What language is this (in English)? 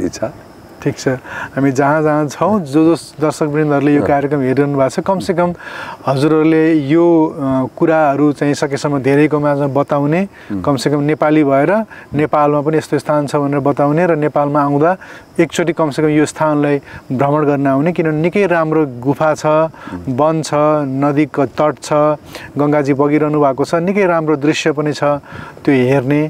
Nepali